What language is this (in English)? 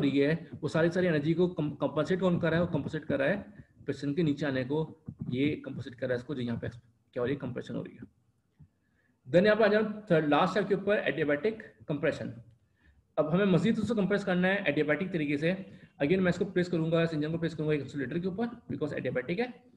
Hindi